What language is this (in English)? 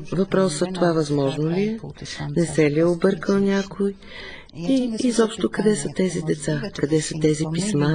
Bulgarian